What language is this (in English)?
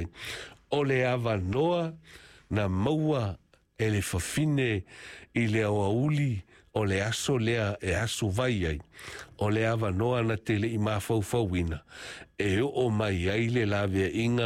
Samoan